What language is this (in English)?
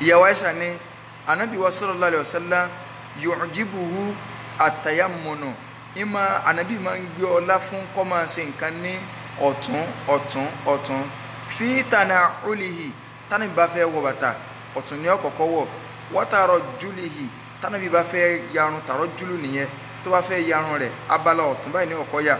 Yoruba